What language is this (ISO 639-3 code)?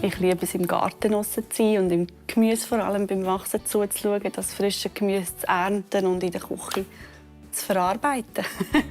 gsw